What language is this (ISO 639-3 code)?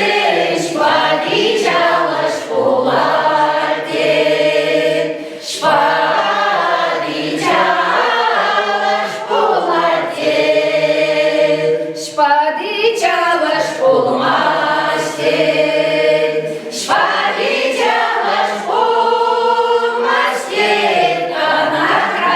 chv